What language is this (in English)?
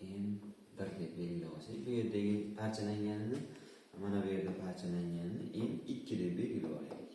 Uzbek